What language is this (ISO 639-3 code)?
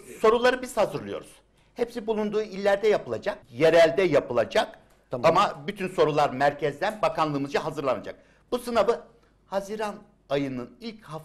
tur